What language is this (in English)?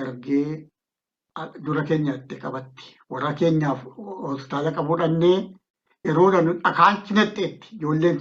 Oromo